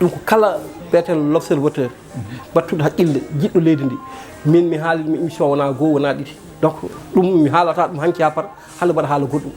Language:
Fula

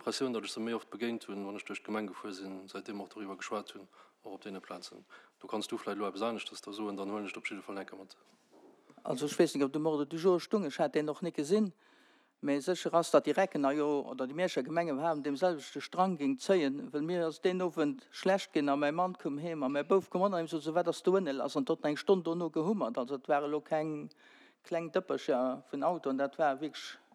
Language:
Luxembourgish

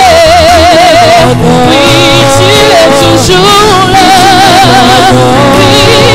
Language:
French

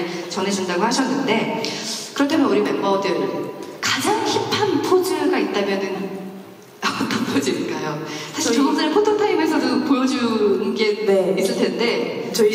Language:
Korean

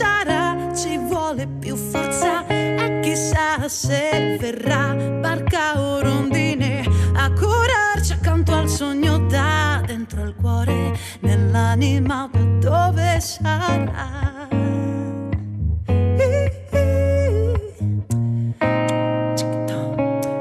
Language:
Italian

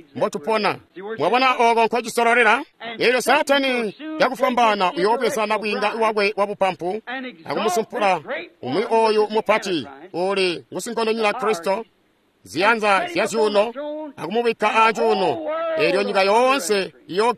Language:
Tonga (Zambia)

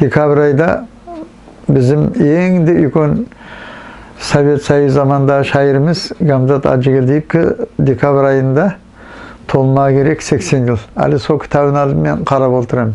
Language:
Nogai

